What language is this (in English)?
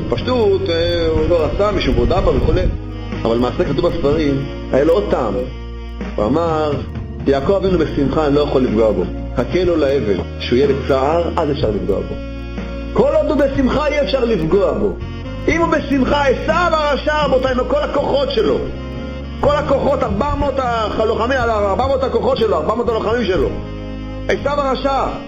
Hebrew